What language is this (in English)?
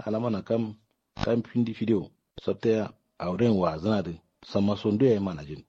Kanuri